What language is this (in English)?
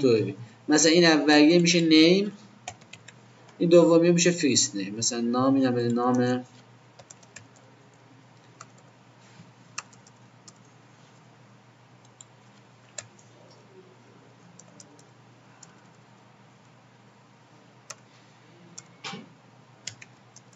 Persian